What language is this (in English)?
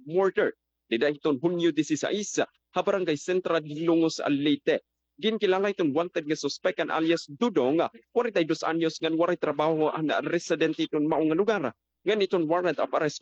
Waray